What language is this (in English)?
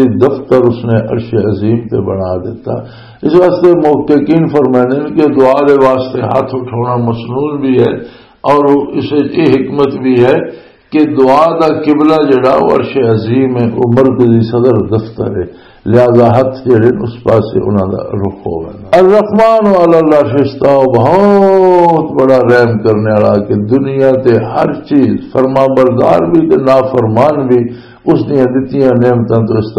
Western Panjabi